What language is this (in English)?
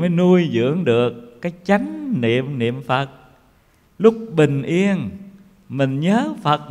Vietnamese